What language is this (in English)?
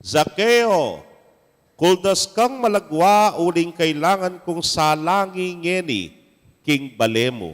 Pampanga